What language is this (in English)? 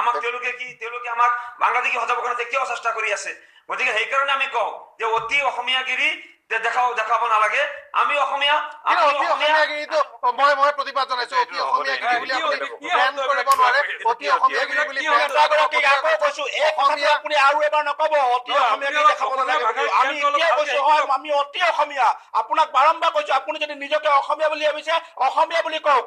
Assamese